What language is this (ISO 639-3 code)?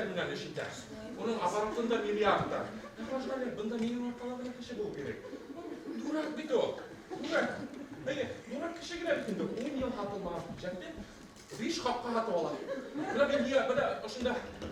bak